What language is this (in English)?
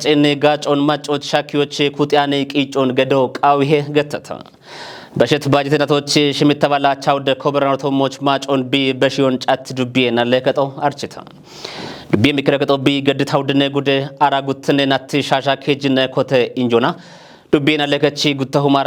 Kafa